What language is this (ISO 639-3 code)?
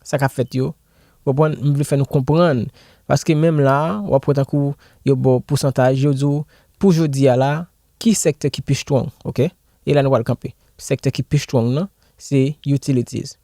hat